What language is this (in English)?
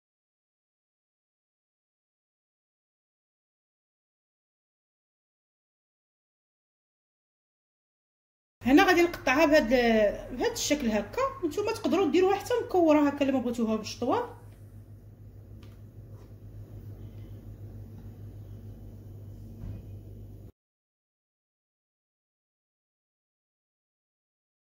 Moroccan Arabic